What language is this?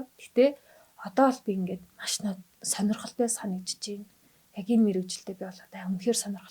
Mongolian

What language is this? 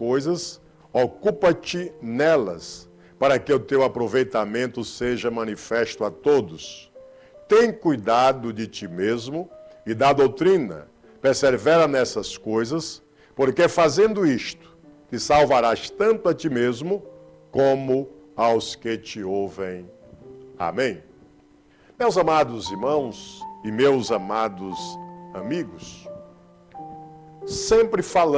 Portuguese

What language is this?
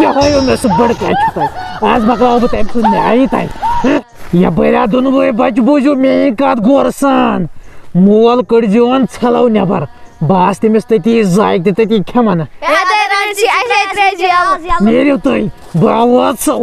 Kashmiri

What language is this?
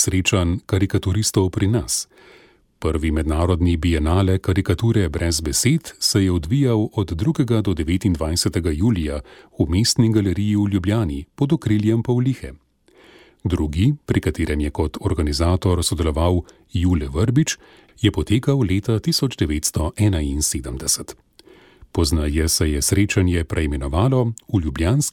Slovenian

